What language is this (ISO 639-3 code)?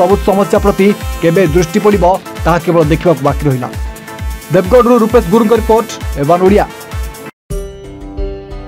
ori